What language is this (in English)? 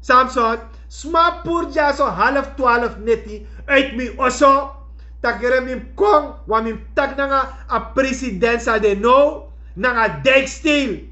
Sranan Tongo